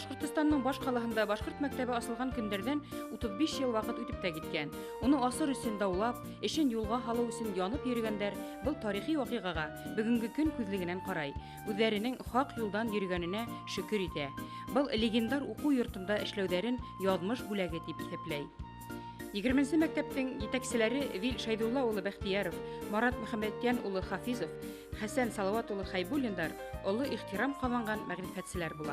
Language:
Bashkir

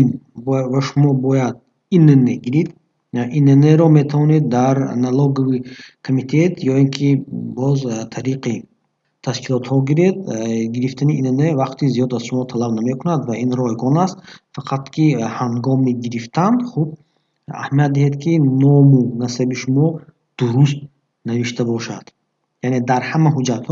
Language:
Tajik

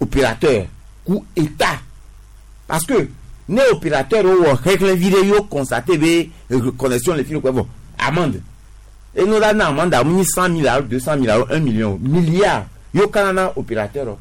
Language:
Gen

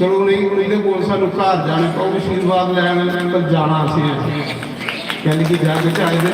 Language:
Dogri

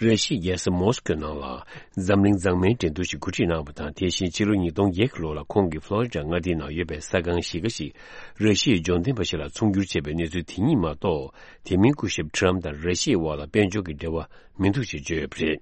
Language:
Tibetan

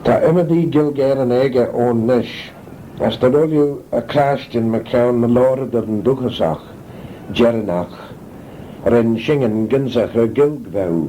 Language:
Manx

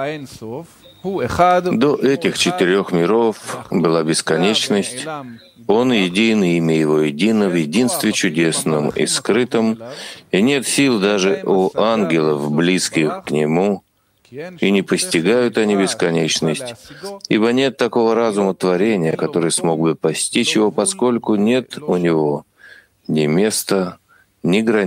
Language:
Russian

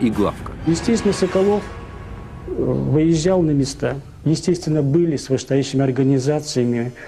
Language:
Russian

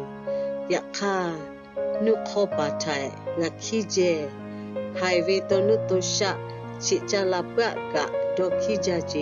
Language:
Lahu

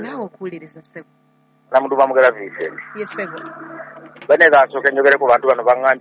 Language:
Ganda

